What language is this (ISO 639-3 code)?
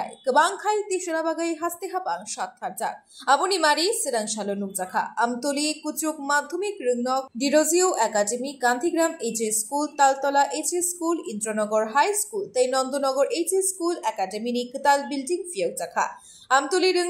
trp